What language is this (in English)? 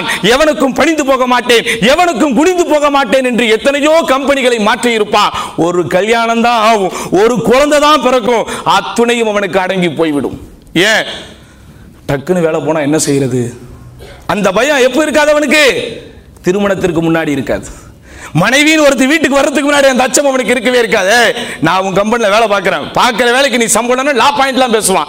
Tamil